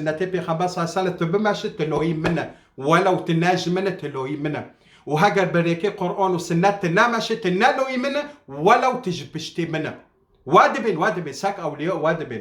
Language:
Kurdish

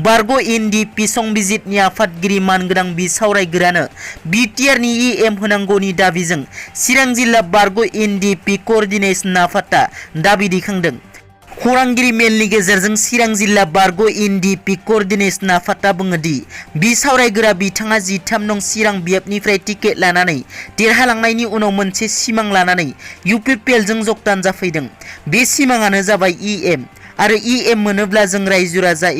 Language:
Bodo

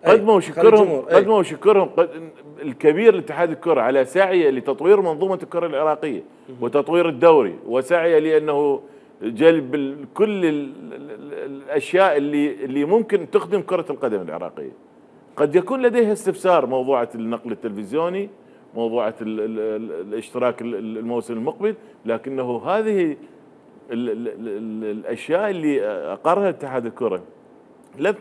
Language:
Mesopotamian Arabic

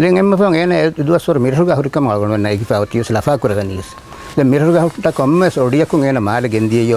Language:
Divehi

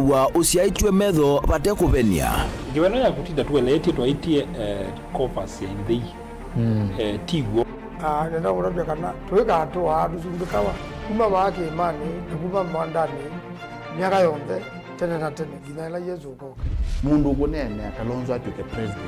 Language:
Kamba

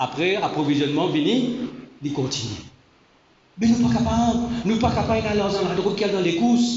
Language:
Morisyen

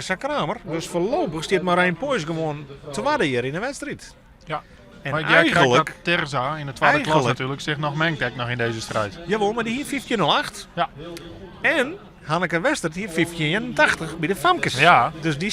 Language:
Western Frisian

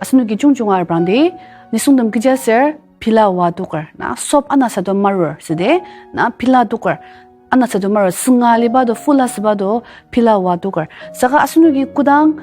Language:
Ao Naga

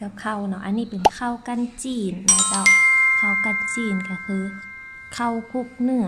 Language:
Northern Thai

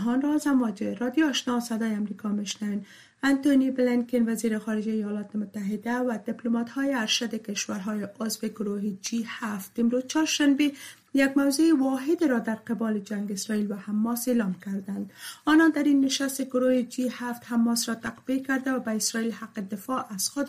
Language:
Persian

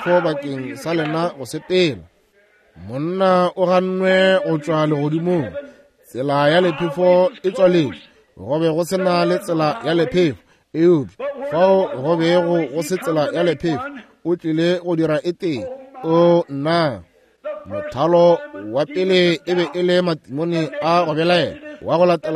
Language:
Northern Sotho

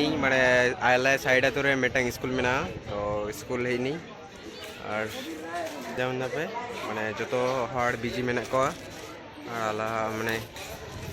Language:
Santali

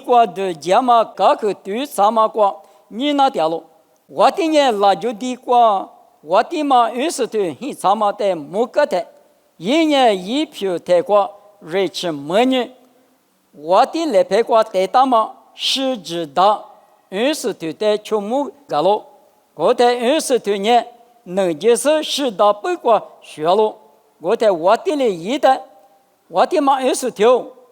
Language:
Lisu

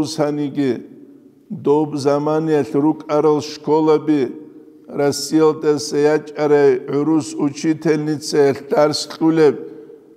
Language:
Avaric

